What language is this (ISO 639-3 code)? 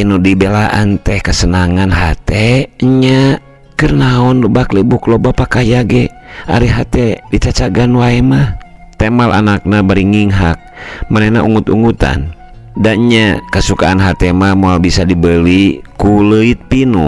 sun